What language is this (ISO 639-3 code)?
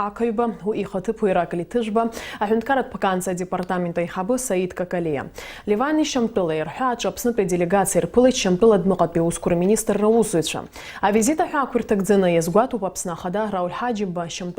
abk